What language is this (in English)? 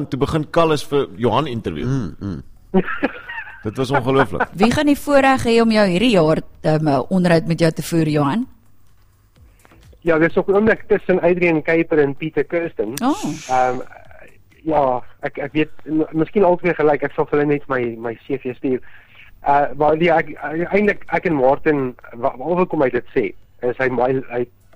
Afrikaans